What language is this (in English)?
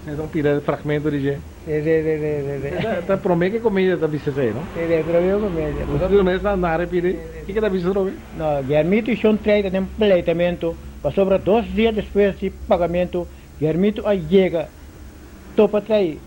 Papiamento